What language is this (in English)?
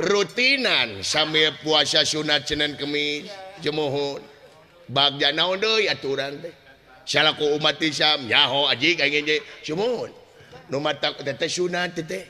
Sundanese